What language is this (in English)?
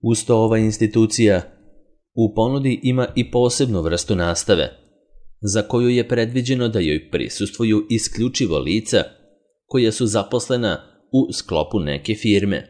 Serbian